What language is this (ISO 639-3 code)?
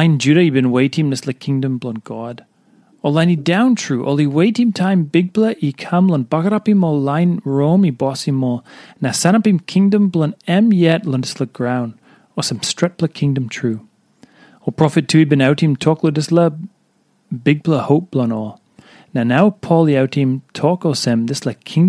tpi